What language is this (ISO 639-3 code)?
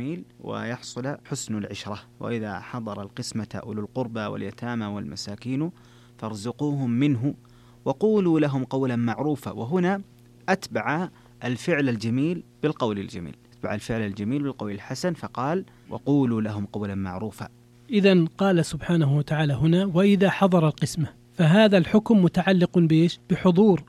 ara